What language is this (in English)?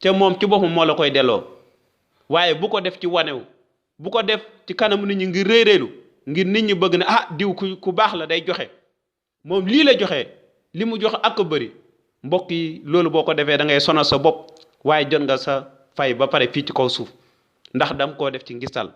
Wolof